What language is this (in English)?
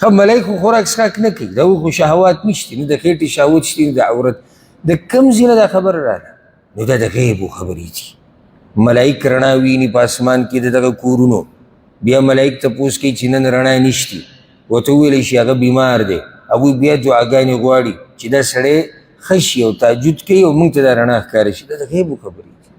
Pashto